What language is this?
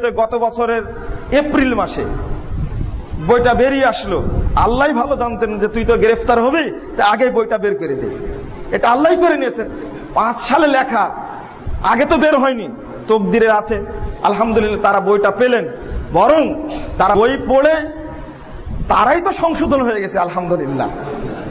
Bangla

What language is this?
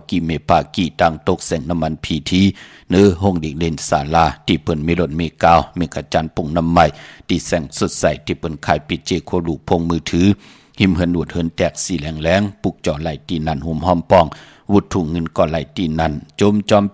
Shan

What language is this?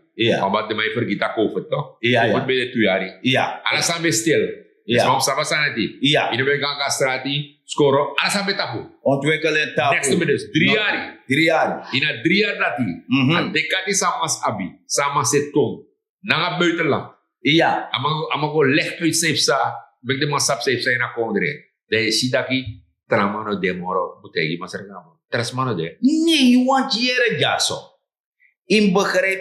Sranan Tongo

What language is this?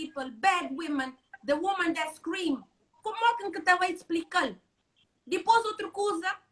Kabuverdianu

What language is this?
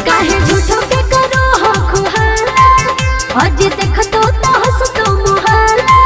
Magahi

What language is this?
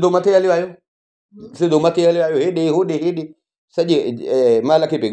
Sindhi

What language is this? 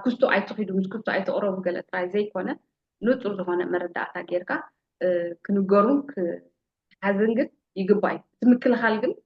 Tigrinya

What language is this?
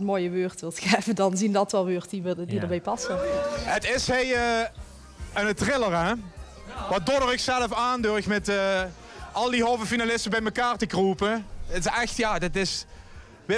Limburgish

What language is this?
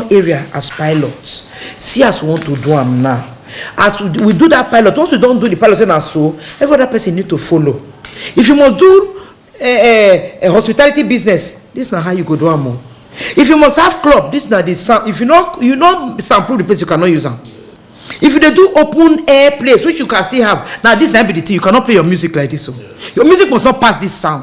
Nigerian Pidgin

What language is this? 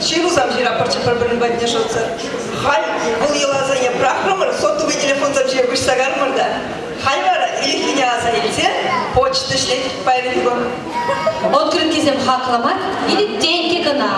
Chuvash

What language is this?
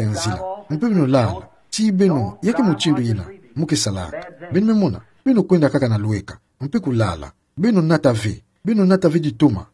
Kituba (Democratic Republic of Congo)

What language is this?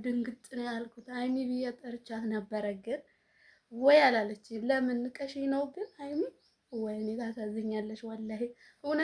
Amharic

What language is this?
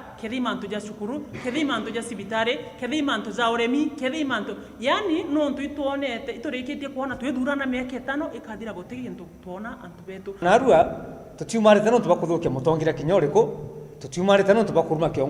Meru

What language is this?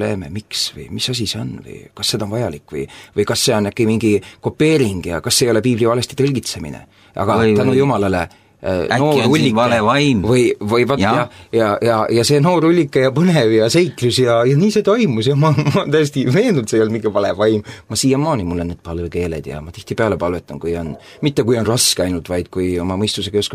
Estonian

